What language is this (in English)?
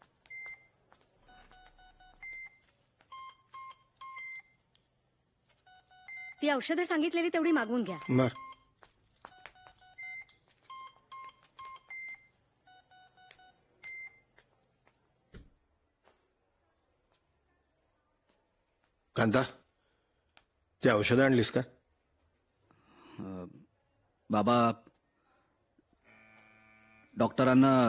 Marathi